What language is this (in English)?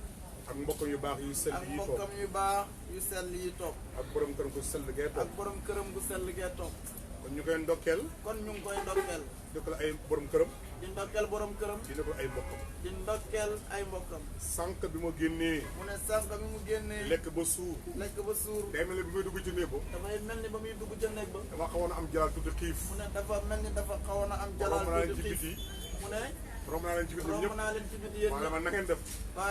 Wolof